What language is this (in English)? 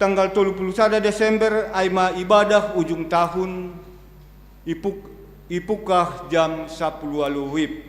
Batak Simalungun